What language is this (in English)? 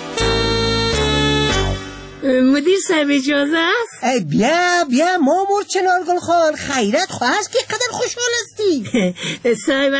Persian